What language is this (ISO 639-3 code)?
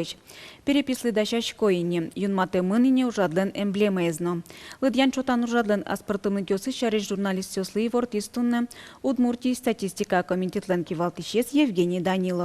udm